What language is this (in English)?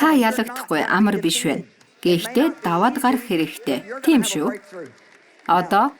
Mongolian